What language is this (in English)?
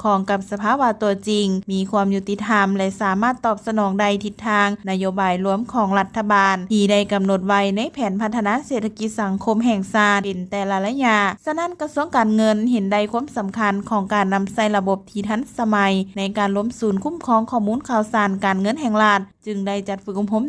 Lao